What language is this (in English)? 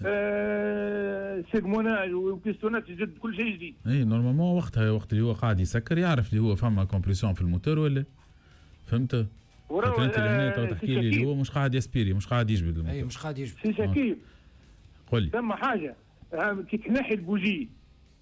Tunisian Arabic